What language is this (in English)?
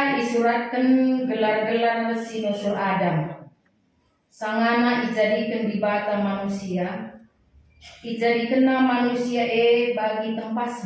Batak Karo